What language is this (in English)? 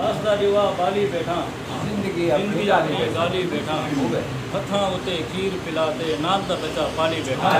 Saraiki